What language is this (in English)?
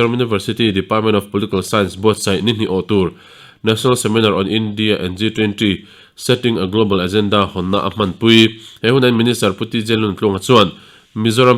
Mizo